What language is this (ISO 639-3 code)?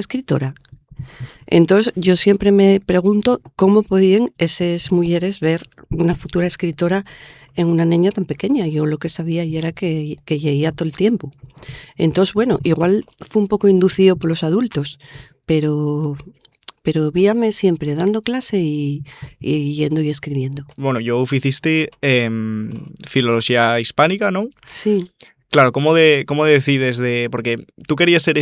ast